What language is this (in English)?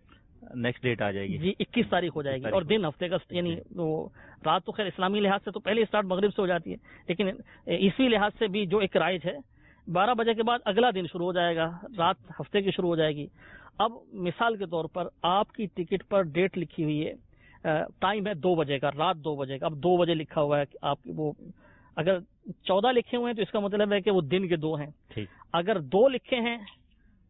Urdu